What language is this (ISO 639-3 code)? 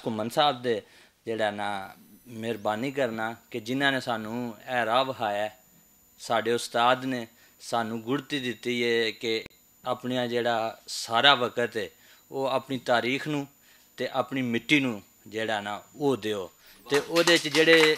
lah